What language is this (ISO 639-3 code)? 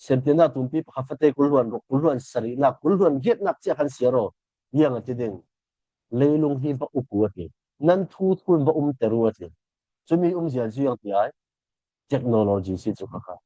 cfm